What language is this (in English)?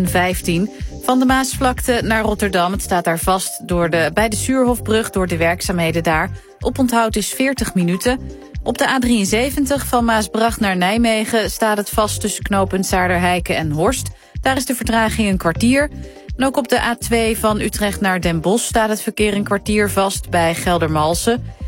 Dutch